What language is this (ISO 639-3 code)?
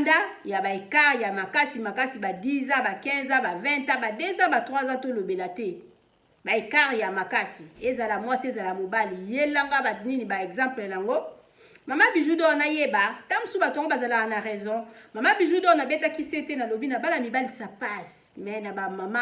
lin